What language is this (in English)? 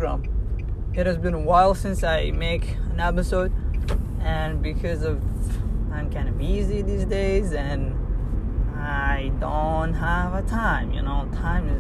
English